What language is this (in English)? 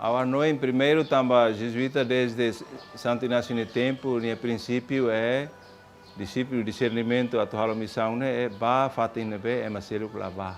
Tetum